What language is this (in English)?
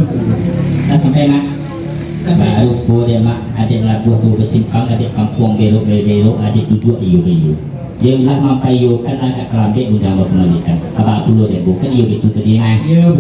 Minangkabau